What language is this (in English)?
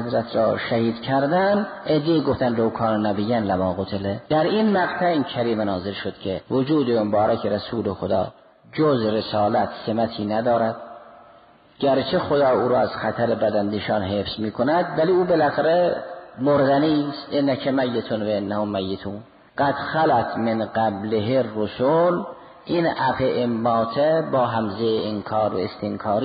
Persian